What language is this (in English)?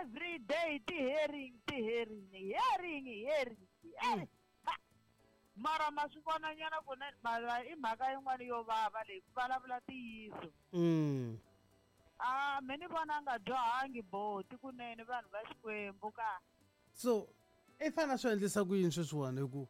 Tsonga